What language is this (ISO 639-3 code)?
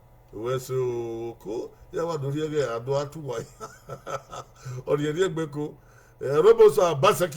bin